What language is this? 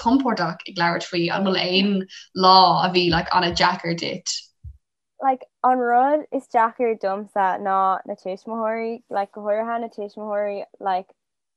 Irish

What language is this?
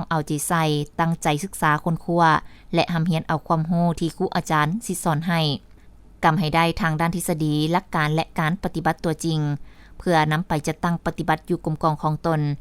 Lao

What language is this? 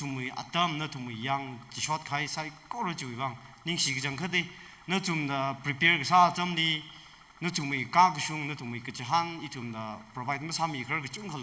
Tangkhul Naga (India)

